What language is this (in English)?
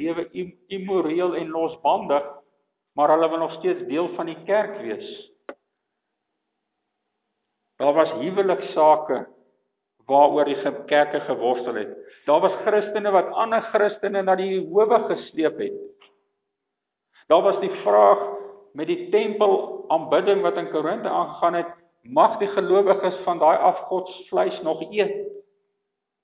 Afrikaans